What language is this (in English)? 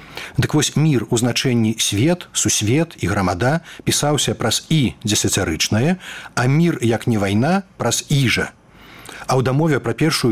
Belarusian